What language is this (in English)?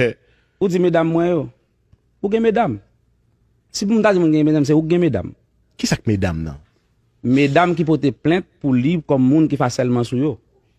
Haitian Creole